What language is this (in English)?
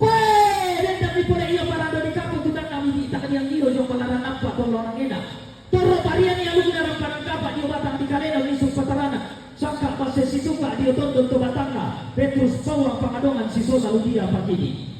Toraja-Sa'dan